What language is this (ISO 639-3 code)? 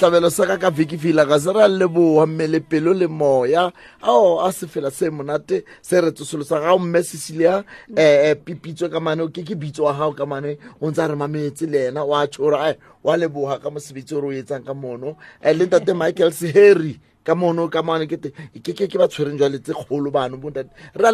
sot